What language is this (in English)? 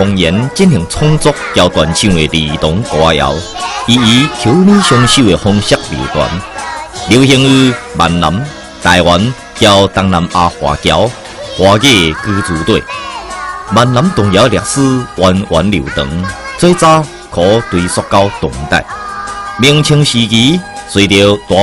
Min Nan Chinese